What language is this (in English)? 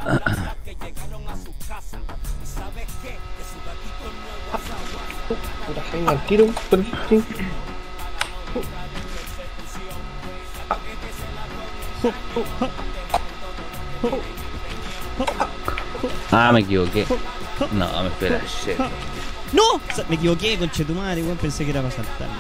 Spanish